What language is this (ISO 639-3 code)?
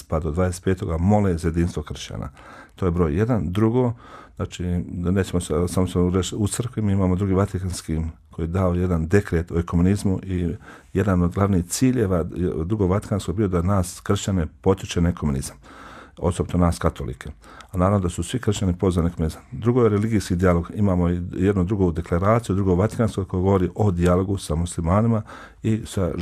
bos